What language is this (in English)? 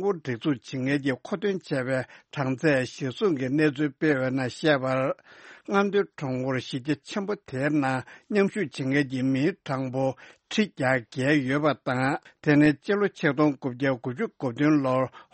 Tibetan